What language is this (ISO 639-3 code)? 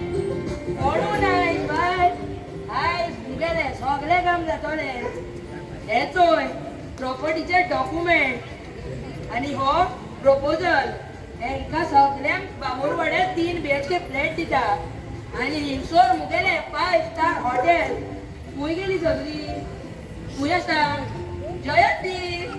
kok